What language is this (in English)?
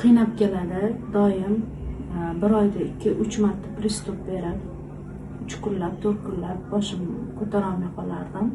Uzbek